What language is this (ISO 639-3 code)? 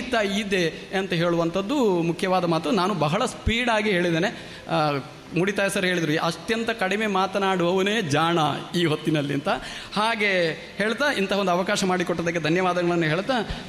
kan